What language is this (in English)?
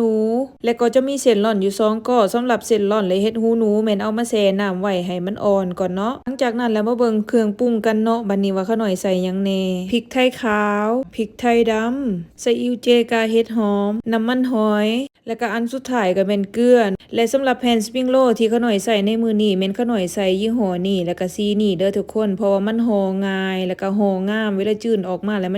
Lao